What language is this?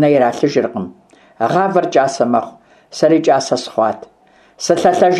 Kabardian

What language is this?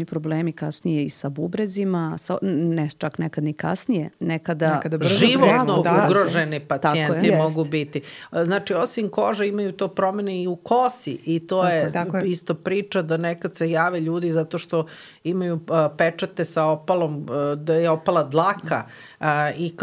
Serbian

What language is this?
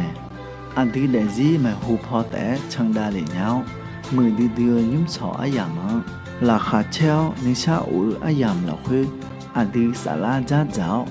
Akha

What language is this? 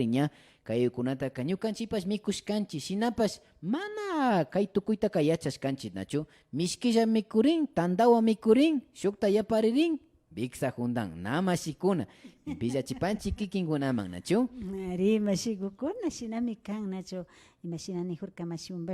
Imbabura Highland Quichua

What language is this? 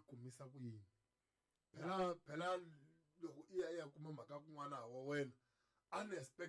Tsonga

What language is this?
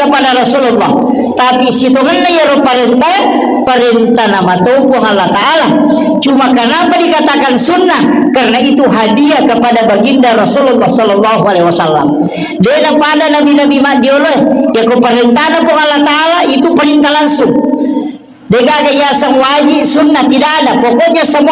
Buginese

